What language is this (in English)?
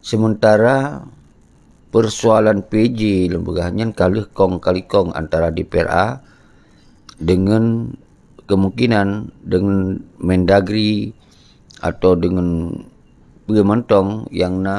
Achinese